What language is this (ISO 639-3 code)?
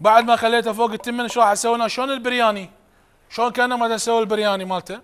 acm